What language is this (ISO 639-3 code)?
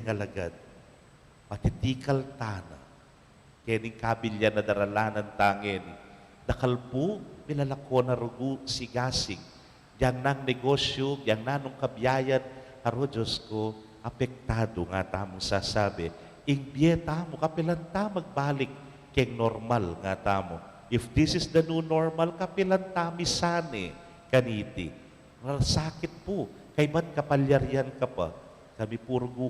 pam